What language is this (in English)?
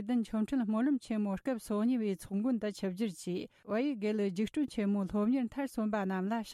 Tibetan